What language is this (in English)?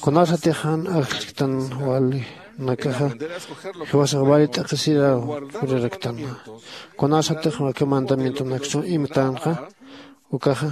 Aymara